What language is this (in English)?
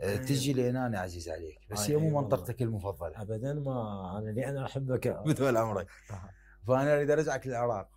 Mesopotamian Arabic